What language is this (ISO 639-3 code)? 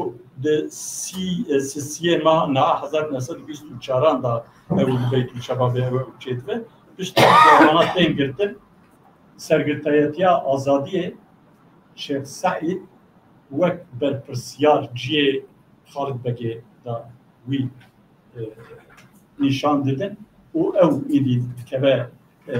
kur